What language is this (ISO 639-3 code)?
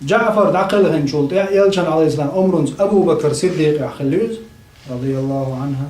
che